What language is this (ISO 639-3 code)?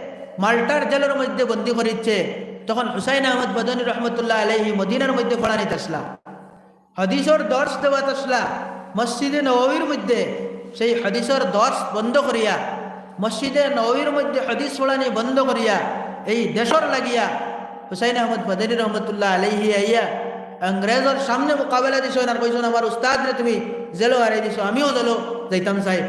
syl